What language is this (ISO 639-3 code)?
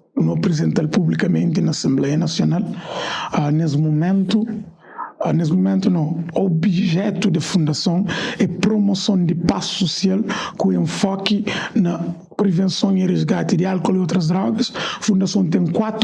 kea